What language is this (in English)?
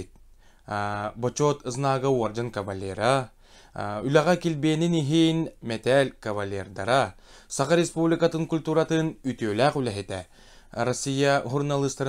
Yakut